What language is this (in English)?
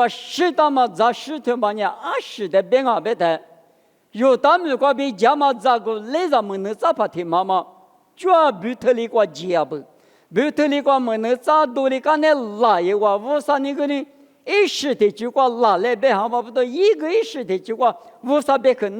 Lisu